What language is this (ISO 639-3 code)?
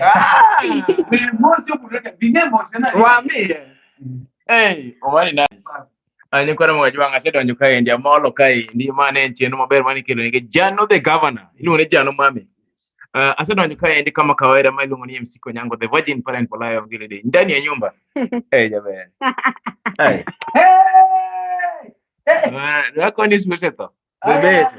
luo